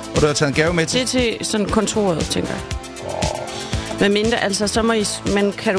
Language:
Danish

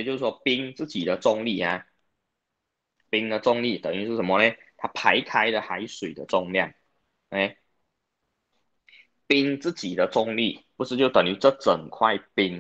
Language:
Chinese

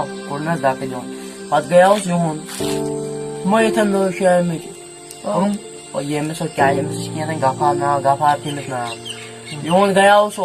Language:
Kashmiri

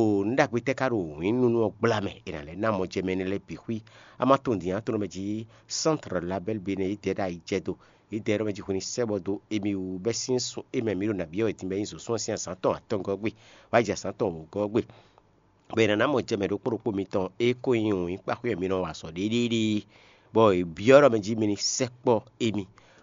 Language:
Fon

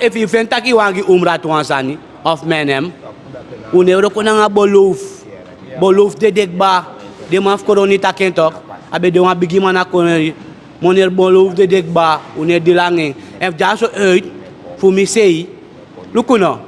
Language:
Sranan Tongo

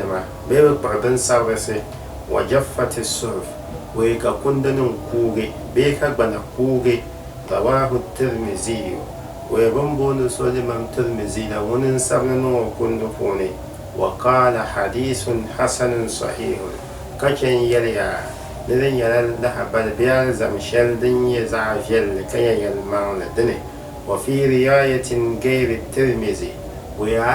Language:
Dagbani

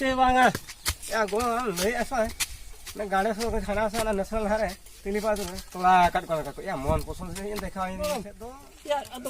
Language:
Santali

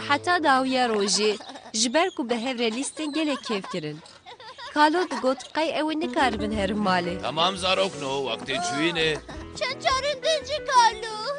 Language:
Kurdish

